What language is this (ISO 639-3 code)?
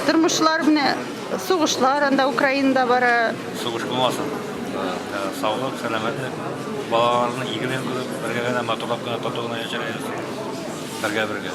tat